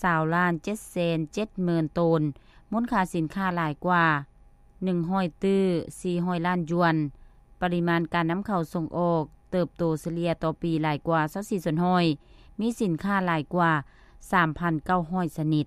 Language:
Lao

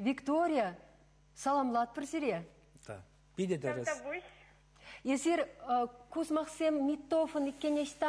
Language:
Chuvash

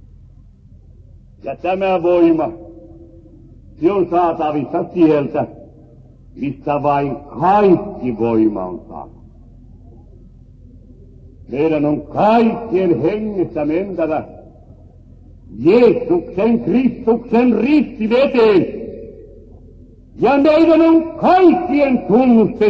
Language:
Finnish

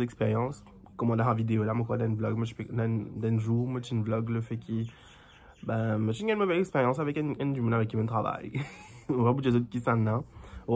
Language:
Morisyen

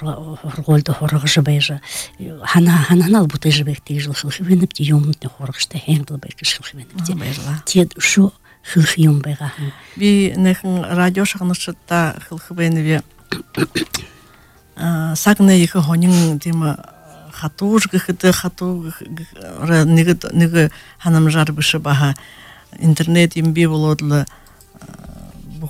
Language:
Buriat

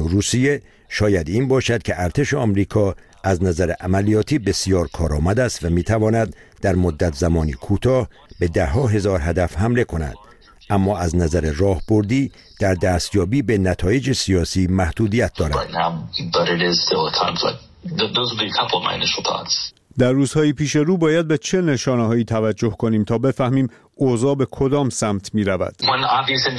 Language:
Persian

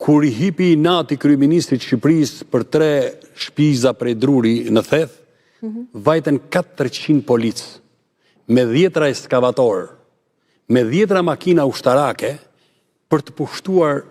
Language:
Albanian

